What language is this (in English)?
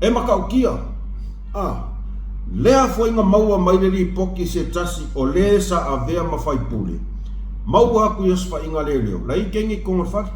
Samoan